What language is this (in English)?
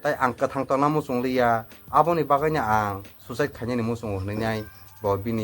Kok Borok